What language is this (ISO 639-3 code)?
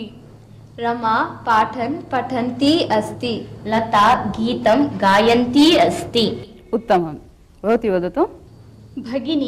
san